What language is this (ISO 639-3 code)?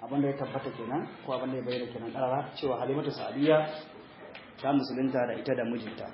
hau